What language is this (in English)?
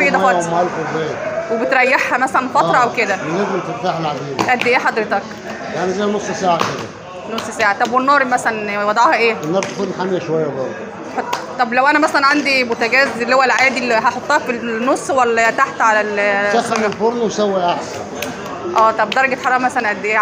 Egyptian Arabic